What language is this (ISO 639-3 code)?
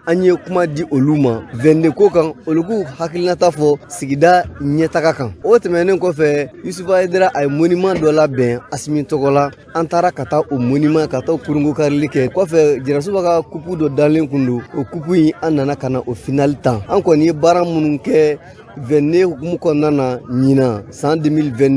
bam